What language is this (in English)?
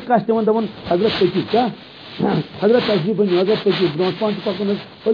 Kashmiri